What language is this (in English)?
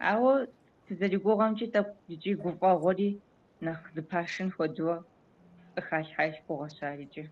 Kabardian